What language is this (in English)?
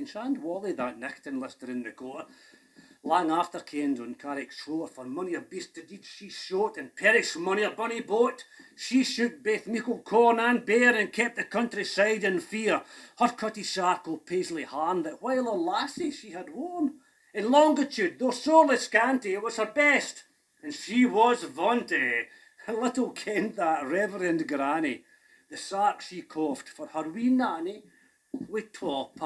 Scots